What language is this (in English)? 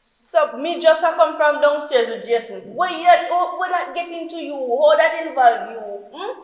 Jamaican Creole English